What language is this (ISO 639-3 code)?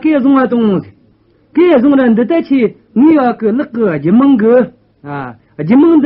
bod